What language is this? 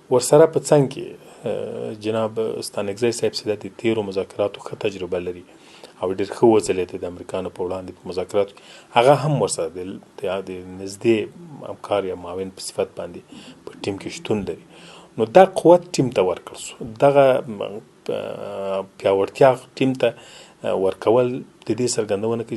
Pashto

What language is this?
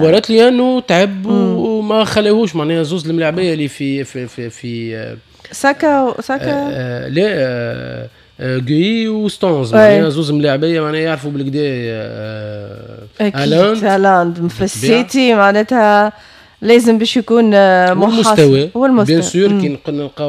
Tunisian Arabic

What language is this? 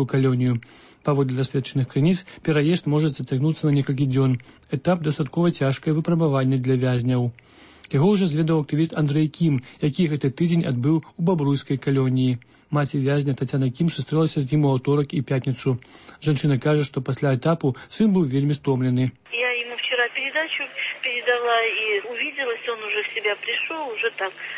Belarusian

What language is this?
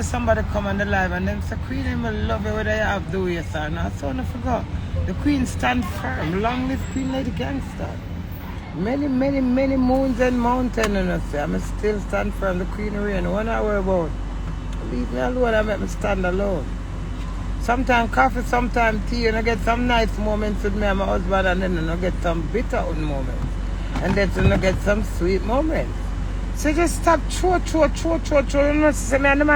Jamaican Creole English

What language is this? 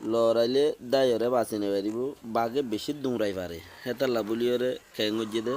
Rohingya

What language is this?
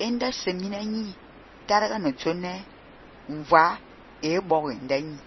Fang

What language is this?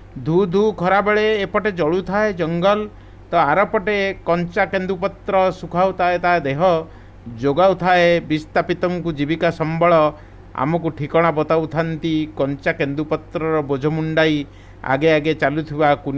Odia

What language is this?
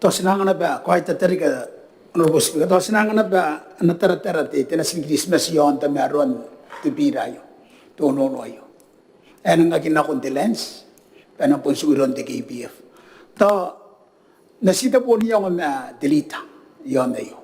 Gilbertese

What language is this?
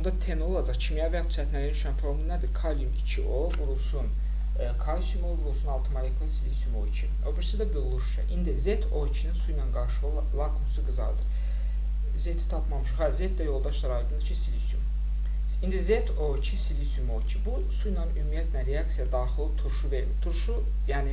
Azerbaijani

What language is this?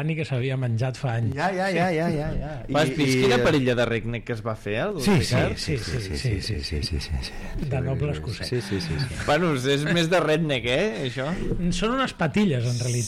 Catalan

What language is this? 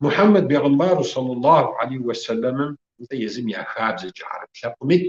Kabardian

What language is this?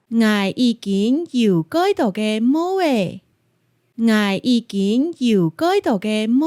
Hakka Chinese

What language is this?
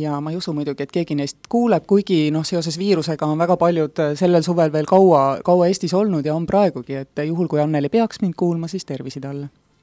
Estonian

